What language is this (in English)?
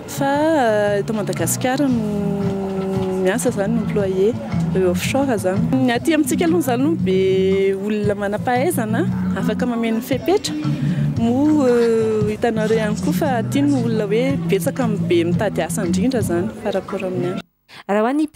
Malagasy